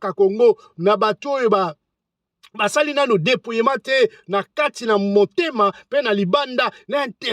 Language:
Lingala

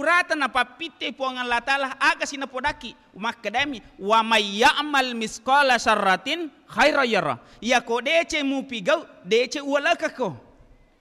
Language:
Buginese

